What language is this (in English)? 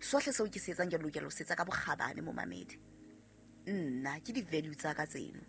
Southern Sotho